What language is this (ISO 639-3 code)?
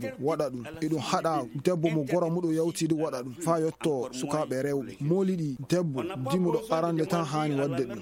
ful